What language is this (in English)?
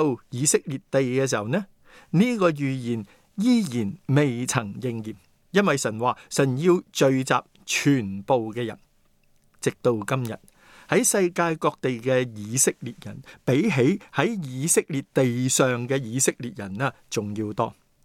Cantonese